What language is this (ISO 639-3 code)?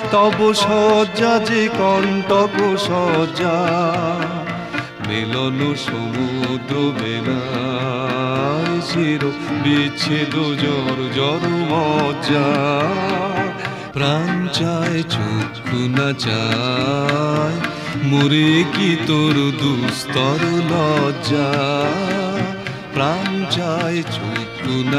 ben